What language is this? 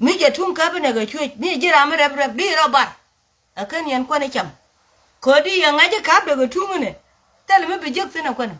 Nuer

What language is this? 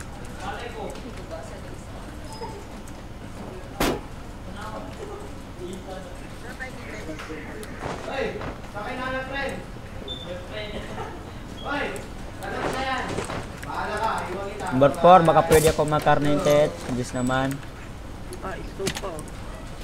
Filipino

